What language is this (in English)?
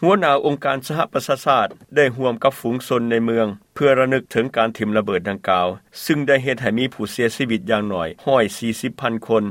Lao